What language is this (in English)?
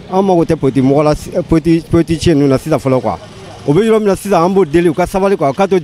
Bambara